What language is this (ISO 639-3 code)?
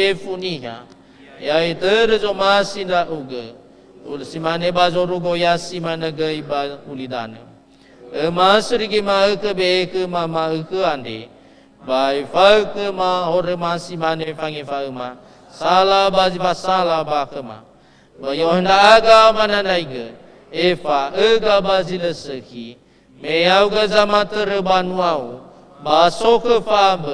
nia